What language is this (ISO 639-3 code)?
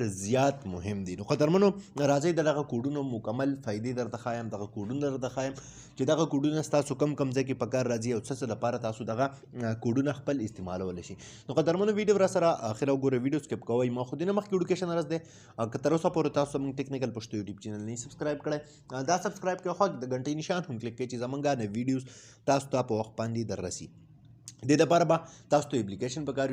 pus